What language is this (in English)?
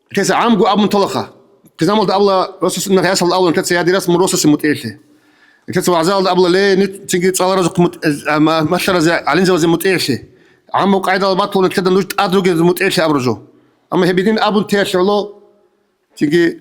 Avaric